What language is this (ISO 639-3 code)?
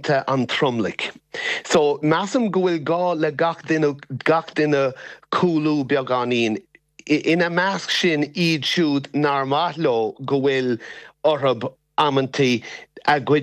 gle